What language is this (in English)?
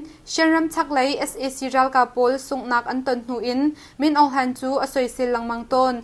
Hakha Chin